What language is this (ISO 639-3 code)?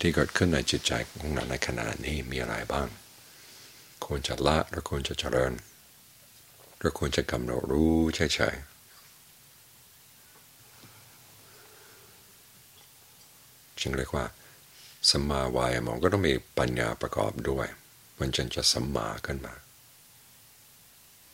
tha